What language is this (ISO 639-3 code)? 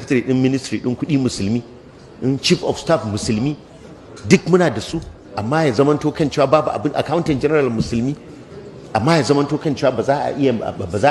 hau